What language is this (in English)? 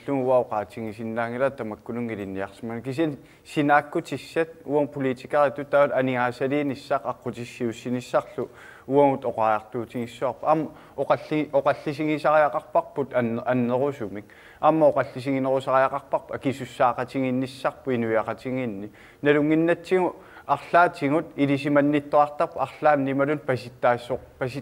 Kalaallisut